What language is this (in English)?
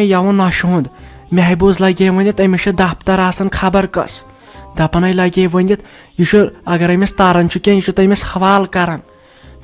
Kashmiri